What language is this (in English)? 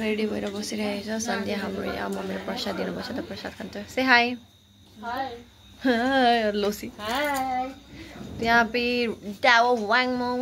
Nepali